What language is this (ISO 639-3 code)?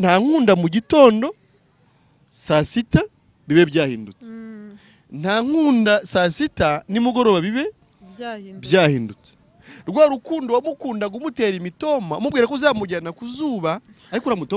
kin